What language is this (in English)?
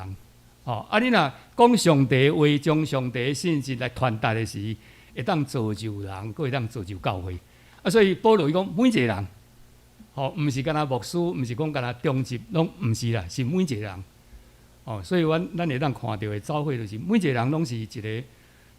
Min Nan Chinese